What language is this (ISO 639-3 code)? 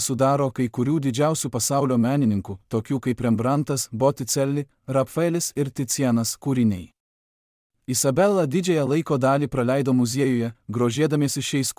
lit